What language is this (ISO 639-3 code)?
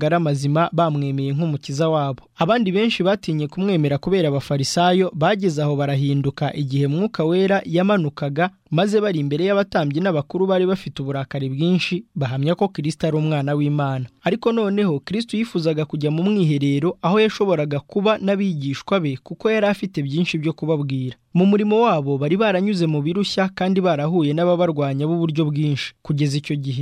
kin